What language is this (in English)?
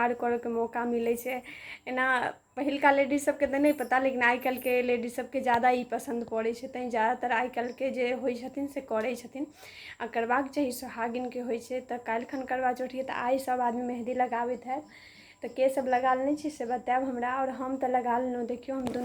Maithili